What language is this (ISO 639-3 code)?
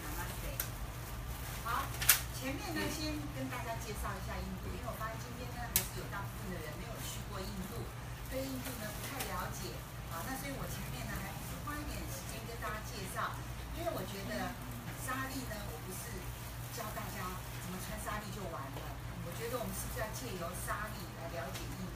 zho